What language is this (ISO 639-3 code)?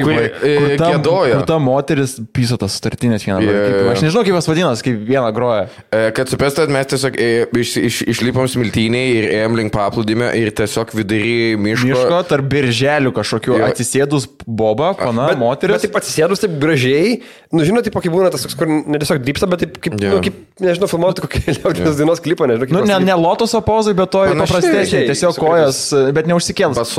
lit